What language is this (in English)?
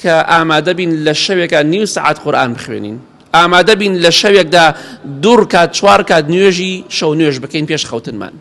Central Kurdish